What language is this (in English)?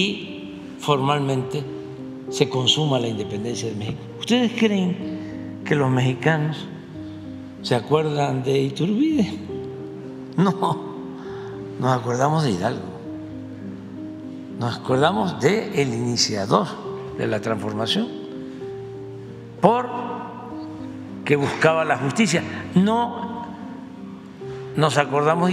Spanish